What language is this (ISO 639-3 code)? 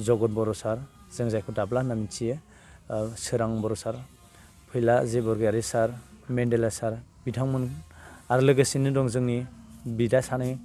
brx